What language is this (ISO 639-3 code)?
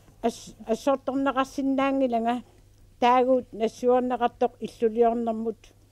kal